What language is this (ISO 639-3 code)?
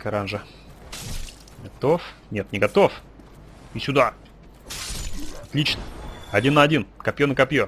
rus